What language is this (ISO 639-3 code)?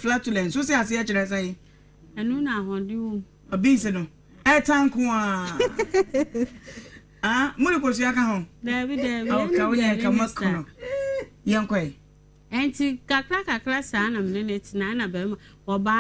aka